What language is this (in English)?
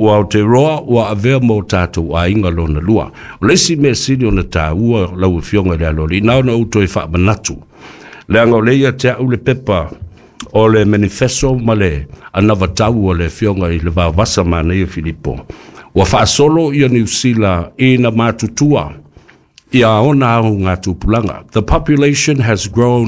Samoan